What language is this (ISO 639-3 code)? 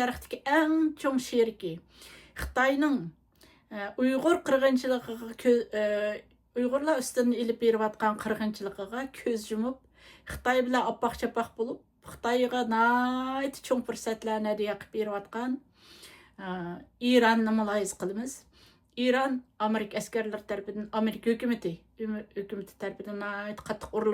uig